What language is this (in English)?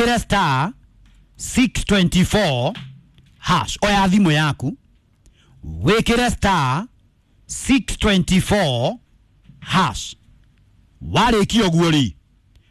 Kikuyu